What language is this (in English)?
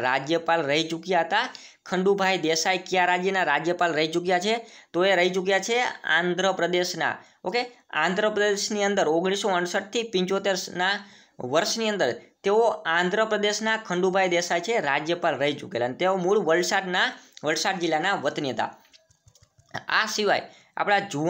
Gujarati